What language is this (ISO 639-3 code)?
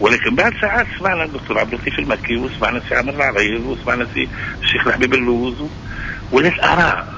aeb